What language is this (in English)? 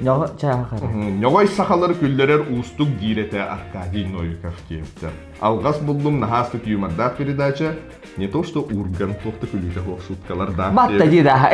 Yakut